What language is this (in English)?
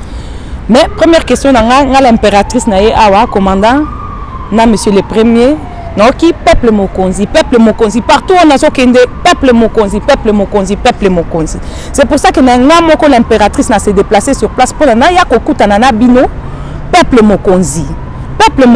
Lingala